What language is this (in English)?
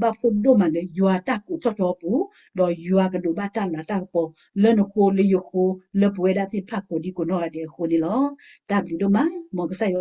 S'gaw Karen